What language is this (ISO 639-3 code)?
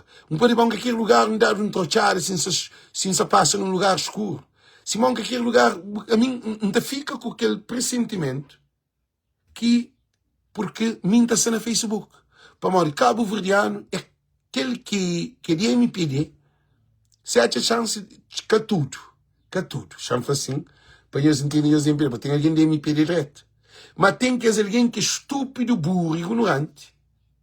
kea